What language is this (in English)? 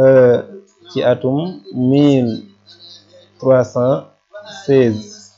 Wolof